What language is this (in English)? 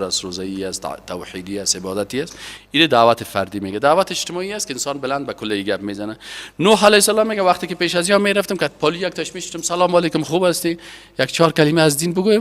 Persian